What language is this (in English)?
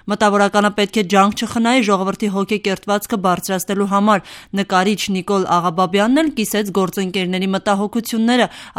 Armenian